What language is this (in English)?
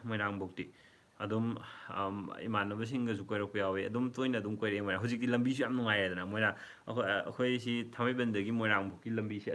Manipuri